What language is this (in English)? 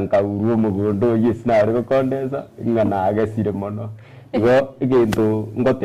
Gusii